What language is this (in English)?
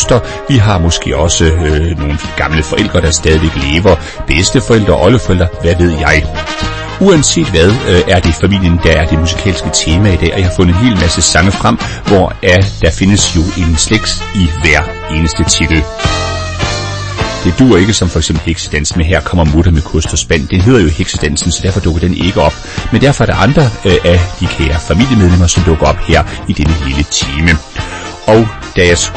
Danish